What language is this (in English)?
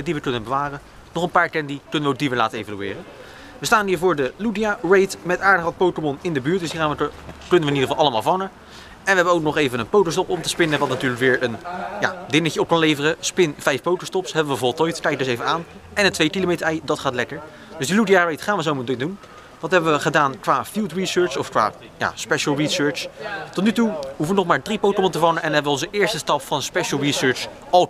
Dutch